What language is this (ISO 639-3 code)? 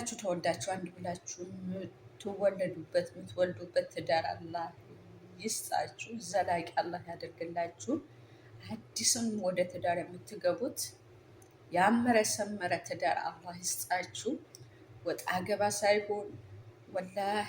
amh